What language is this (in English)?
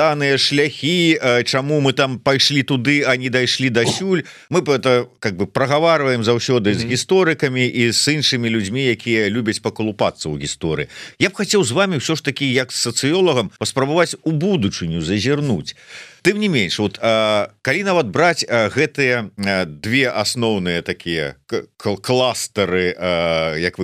Belarusian